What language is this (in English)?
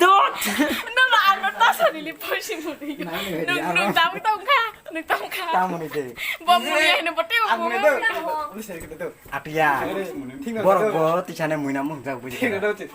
Kok Borok